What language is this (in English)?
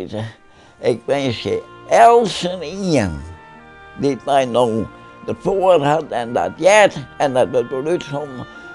Western Frisian